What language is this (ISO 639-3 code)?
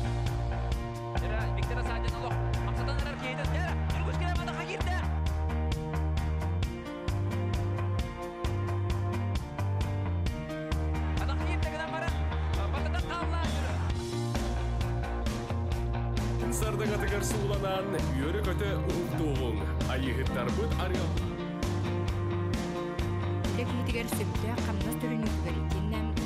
sah